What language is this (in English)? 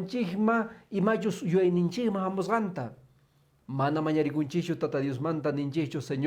Quechua